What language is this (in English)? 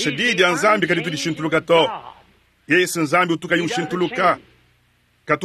Luba-Lulua